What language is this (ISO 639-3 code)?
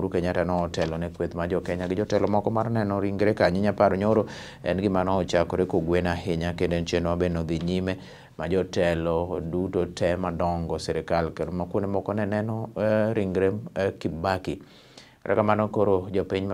luo